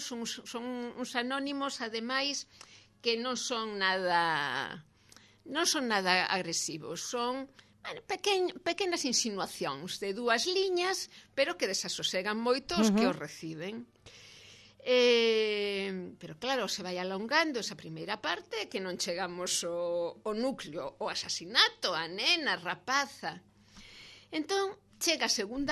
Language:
Galician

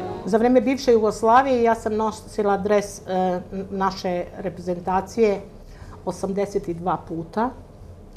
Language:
Serbian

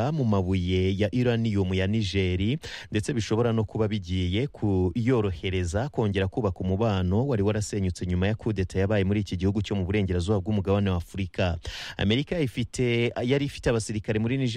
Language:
Kinyarwanda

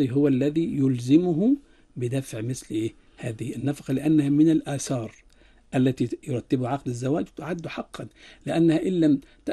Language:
Arabic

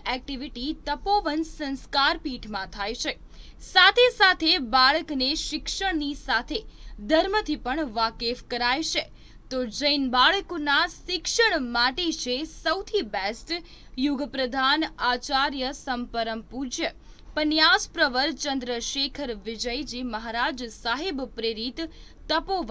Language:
Gujarati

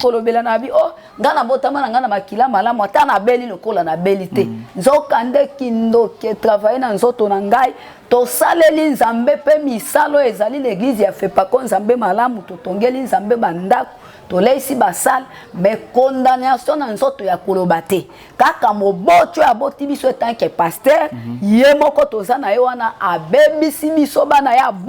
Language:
Lingala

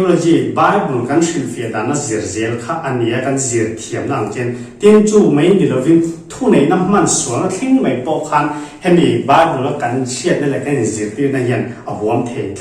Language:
Mizo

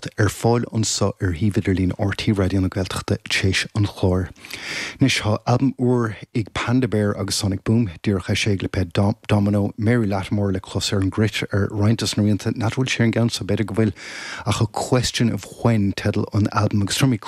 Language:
Irish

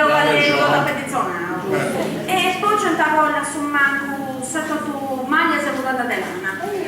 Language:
Sardinian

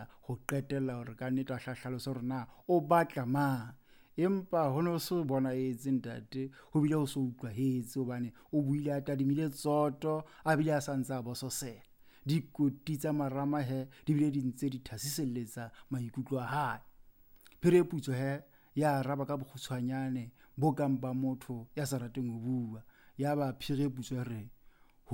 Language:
Southern Sotho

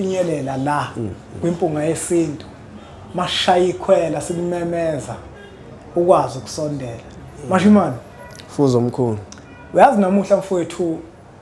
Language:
Zulu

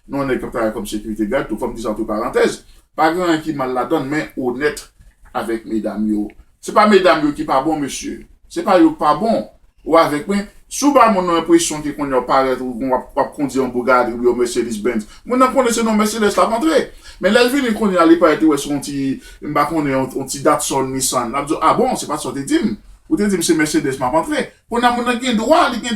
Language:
Haitian Creole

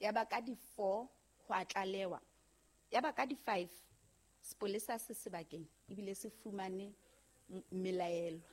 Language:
Southern Sotho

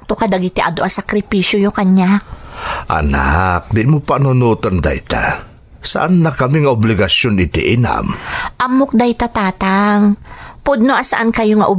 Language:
Iloko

